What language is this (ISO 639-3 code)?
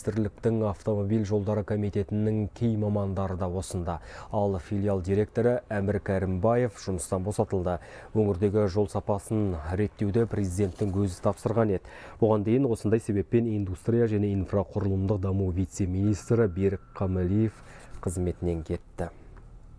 kaz